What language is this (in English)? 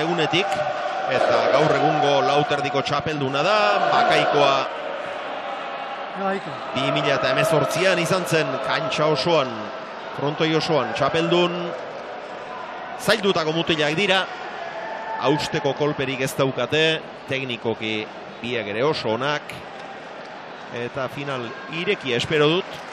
Basque